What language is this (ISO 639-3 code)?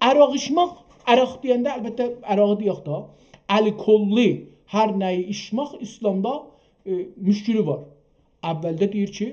azb